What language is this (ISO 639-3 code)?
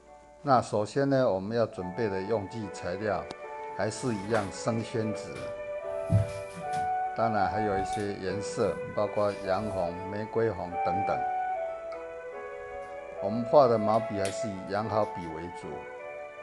zho